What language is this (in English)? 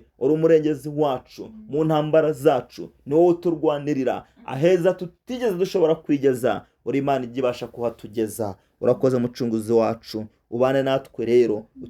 Kinyarwanda